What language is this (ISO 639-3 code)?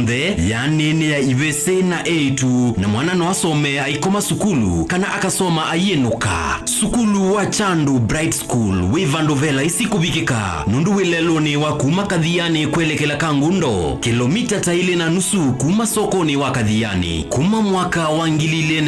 kam